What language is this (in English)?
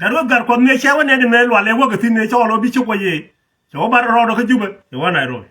Nuer